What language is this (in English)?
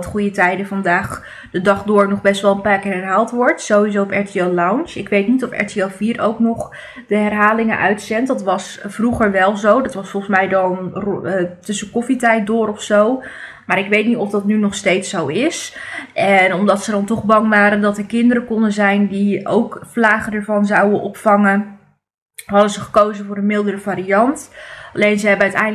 Dutch